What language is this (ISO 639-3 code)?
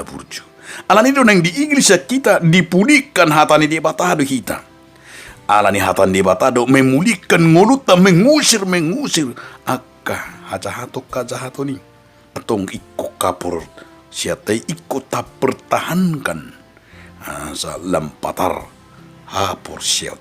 bbc